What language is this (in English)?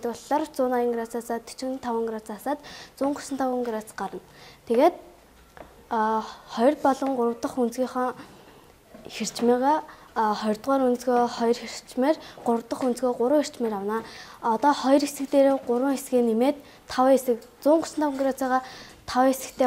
Mongolian